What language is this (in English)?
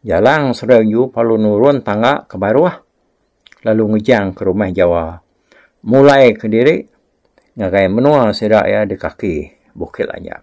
Iban